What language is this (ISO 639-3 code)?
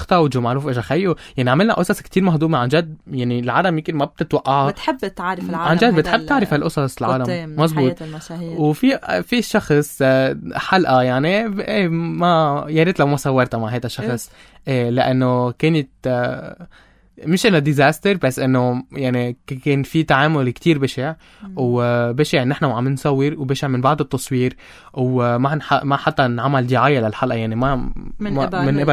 apc